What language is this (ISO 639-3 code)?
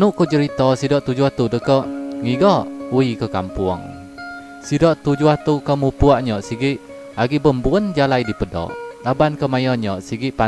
iba